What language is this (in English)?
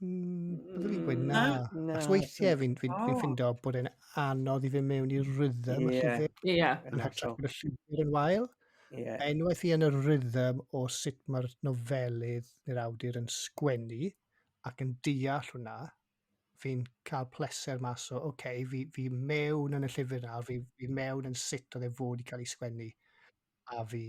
Welsh